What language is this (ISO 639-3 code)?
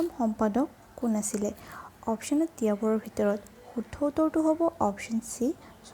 asm